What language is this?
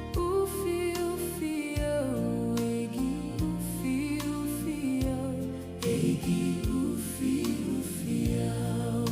Tongan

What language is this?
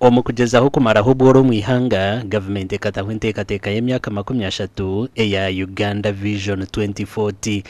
Nyankole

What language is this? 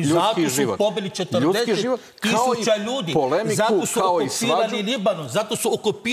Croatian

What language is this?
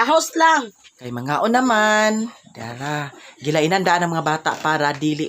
Cebuano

